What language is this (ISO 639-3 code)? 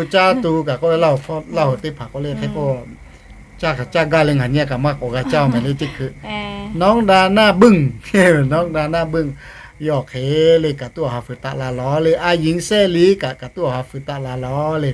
lhu